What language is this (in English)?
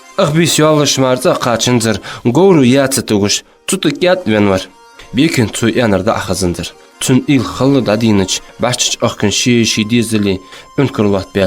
Ingush